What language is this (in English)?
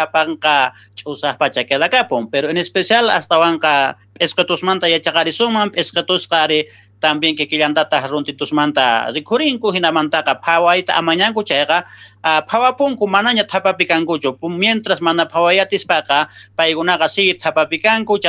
South Bolivian Quechua